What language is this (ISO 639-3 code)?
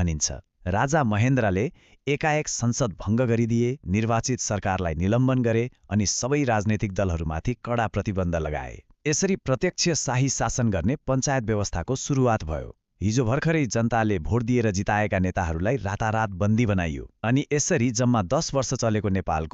nep